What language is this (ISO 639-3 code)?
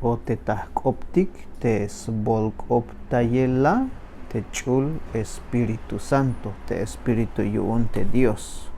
tzh